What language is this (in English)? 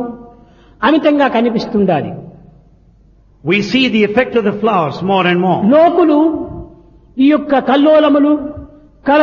Telugu